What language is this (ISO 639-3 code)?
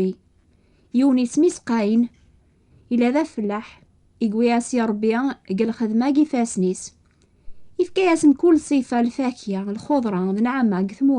kab